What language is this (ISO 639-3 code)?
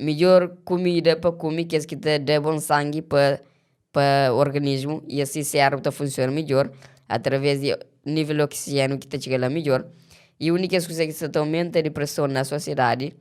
kea